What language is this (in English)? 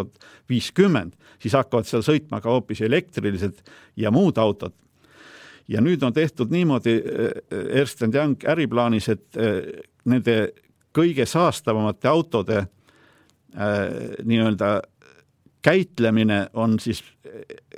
Estonian